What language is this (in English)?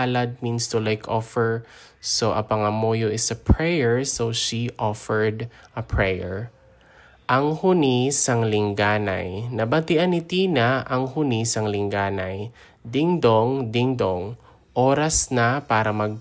Hiligaynon